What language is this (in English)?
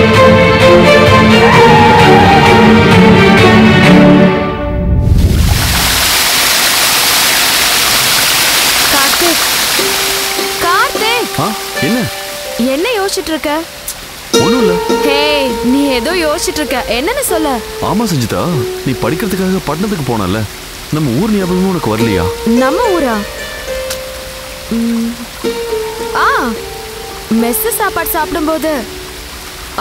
Tamil